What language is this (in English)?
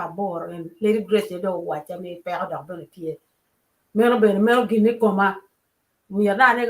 Acoli